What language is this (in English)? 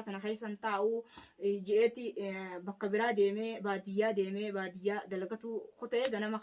Oromo